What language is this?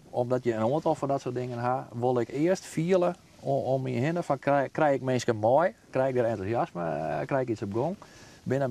Western Frisian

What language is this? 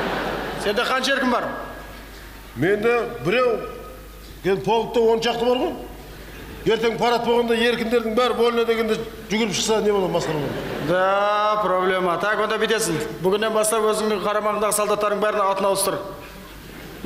Kazakh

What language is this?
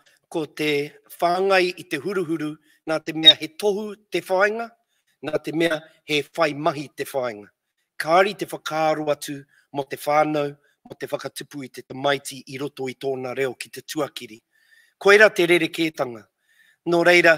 Māori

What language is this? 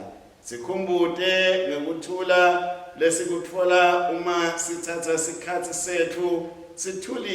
Swati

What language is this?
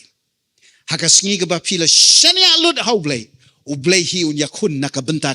Khasi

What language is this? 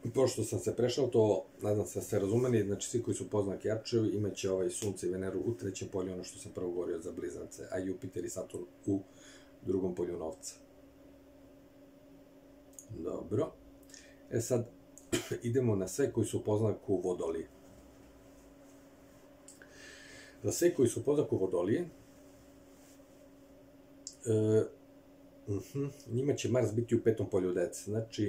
Serbian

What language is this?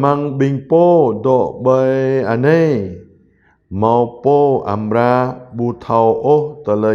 Jarai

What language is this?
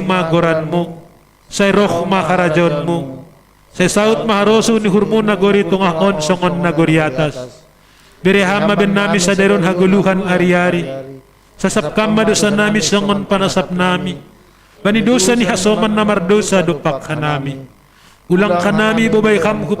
Batak Simalungun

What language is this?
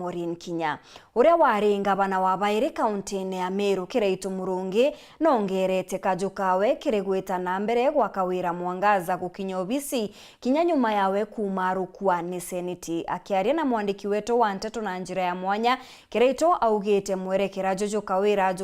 Meru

